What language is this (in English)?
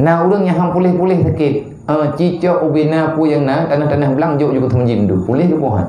Achinese